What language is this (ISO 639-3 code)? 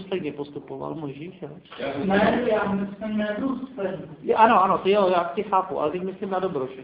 ces